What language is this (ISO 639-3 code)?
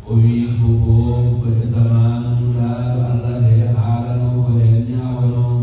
ful